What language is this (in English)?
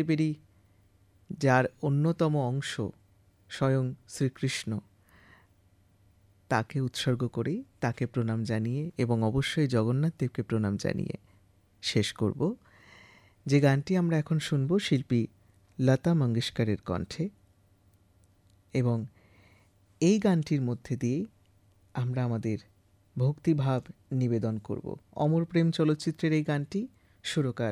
Bangla